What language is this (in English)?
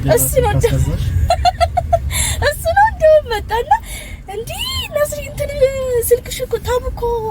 Amharic